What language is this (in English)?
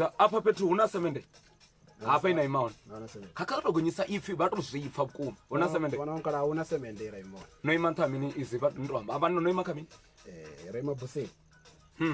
Venda